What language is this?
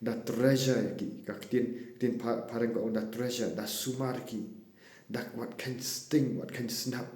Khasi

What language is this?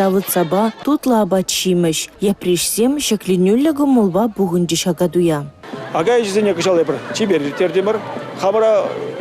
Chuvash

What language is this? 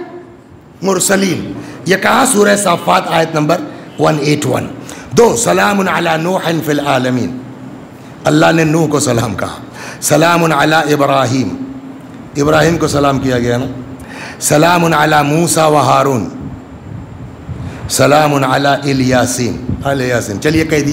Urdu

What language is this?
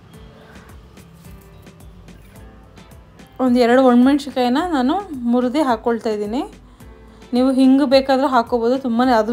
Kannada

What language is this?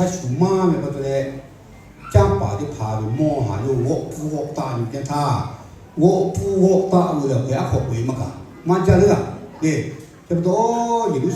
Lahu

